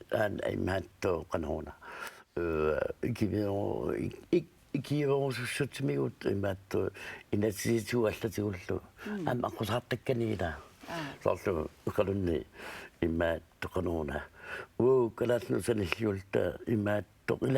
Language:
Kalaallisut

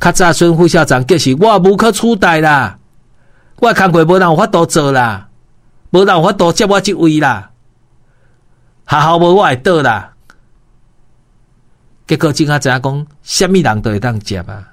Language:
Min Nan Chinese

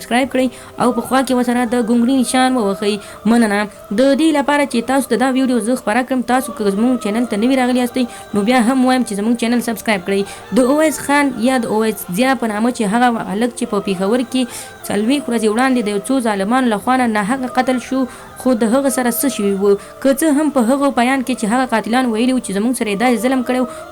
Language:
Pashto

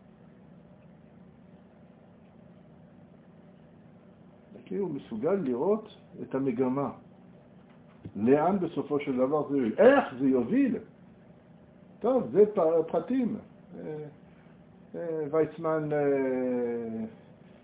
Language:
Hebrew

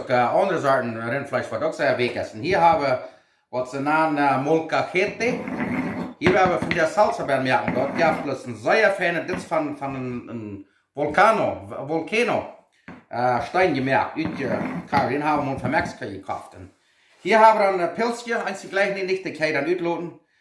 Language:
Plautdietsch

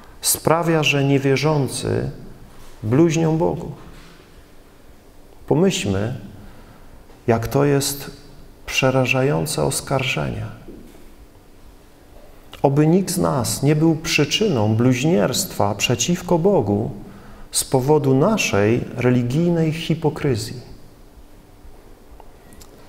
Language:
Polish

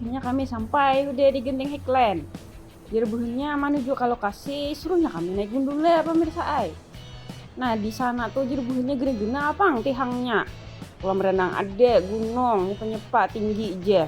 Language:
Banjar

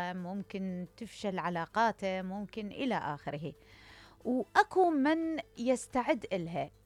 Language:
Mesopotamian Arabic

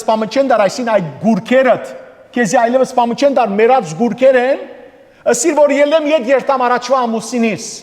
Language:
Western Armenian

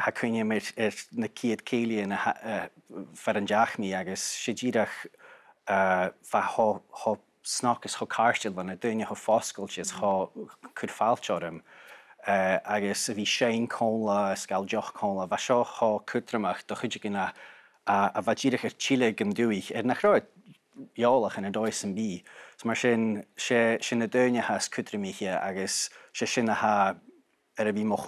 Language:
Scottish Gaelic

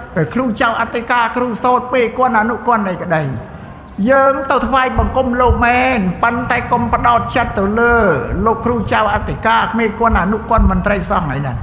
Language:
Khmer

